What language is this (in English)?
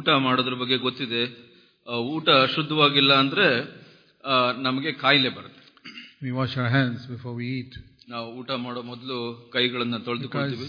Kannada